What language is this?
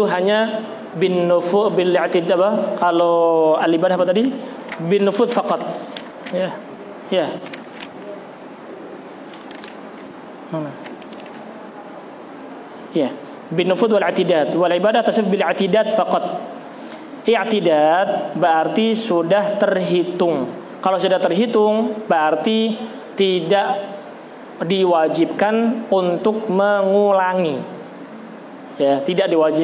Indonesian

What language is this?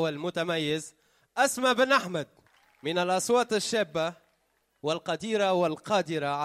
Tunisian Arabic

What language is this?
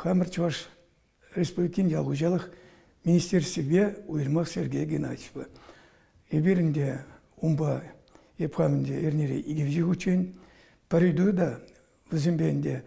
Chuvash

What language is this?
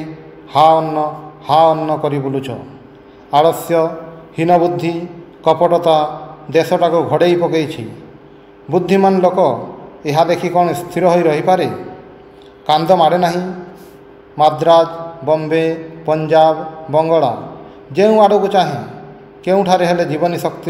Odia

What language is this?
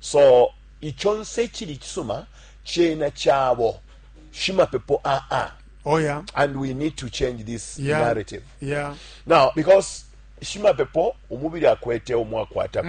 Bemba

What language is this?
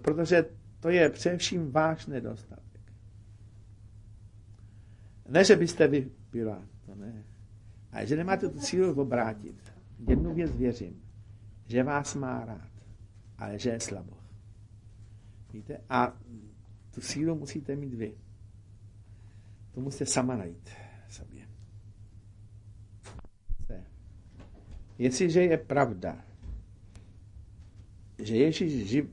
Czech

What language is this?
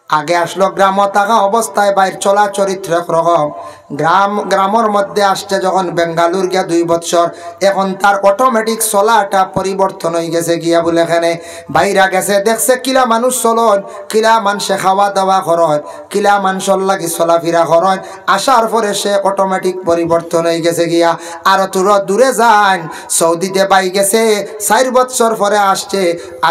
Sylheti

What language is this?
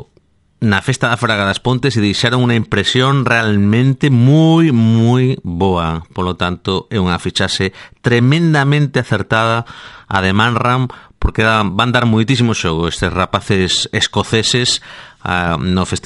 Galician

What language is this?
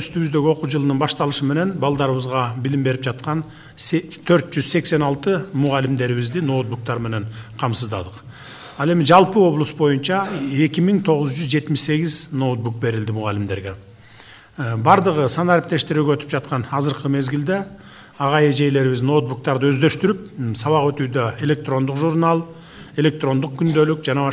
Kyrgyz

